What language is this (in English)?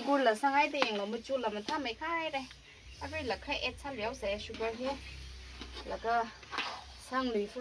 Tangkhul Naga (India)